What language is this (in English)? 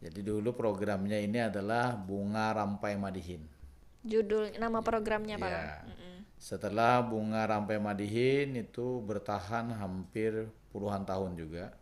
Banjar